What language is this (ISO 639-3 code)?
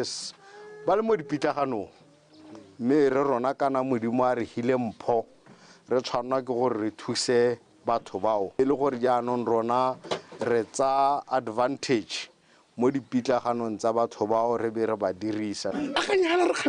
tsn